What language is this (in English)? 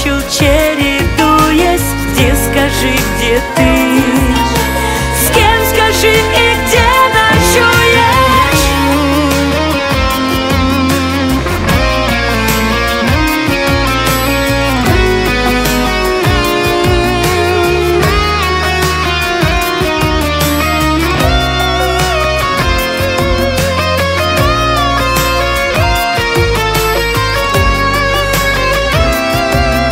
Russian